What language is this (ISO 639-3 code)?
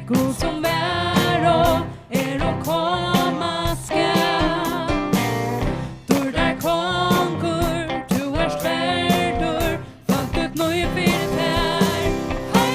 fao